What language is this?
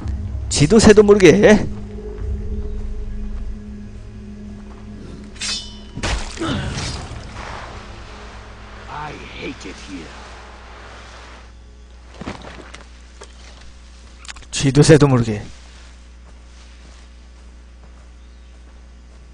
Korean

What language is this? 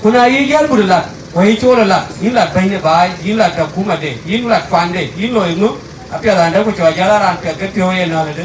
Dinka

